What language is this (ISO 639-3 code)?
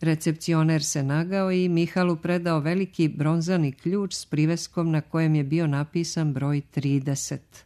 srp